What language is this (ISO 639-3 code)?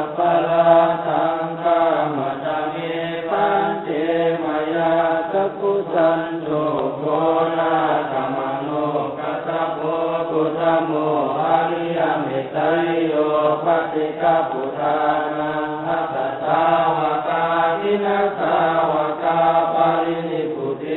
pli